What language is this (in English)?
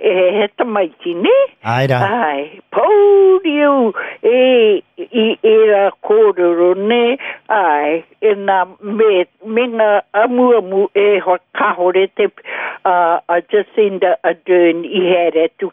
Māori